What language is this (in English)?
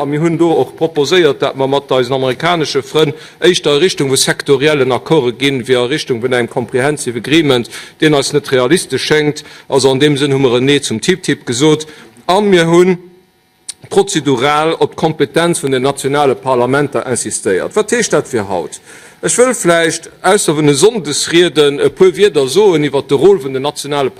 Luxembourgish